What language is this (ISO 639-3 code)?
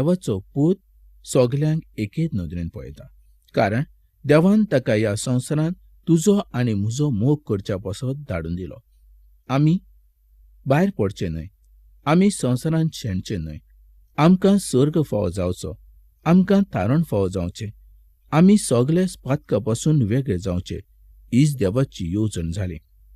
kok